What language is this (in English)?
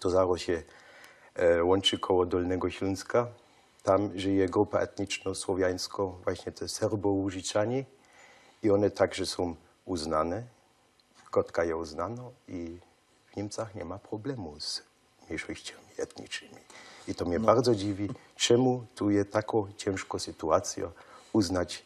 Silesian